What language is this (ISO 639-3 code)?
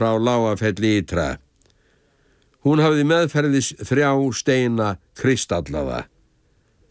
isl